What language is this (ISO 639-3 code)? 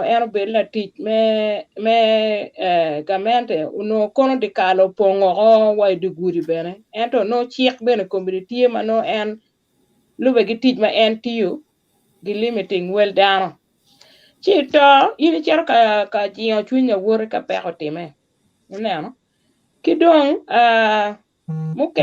ach